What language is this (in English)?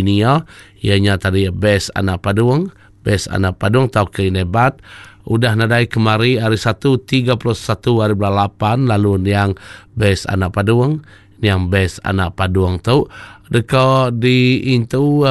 Iban